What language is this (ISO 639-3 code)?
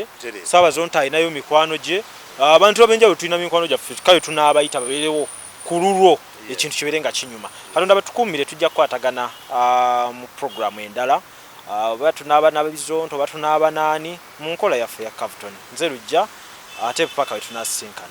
lug